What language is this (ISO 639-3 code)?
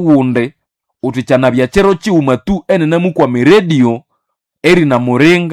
nnb